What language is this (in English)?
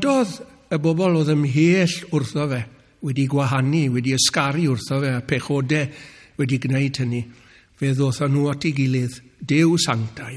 Welsh